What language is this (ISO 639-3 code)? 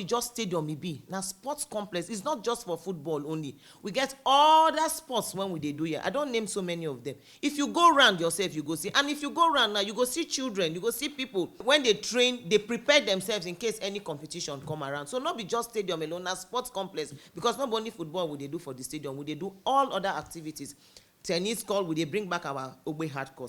pcm